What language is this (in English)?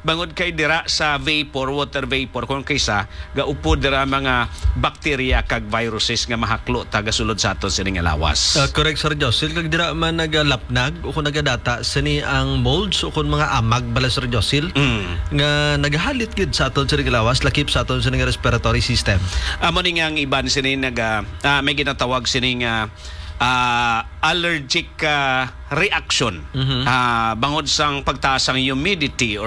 Hiligaynon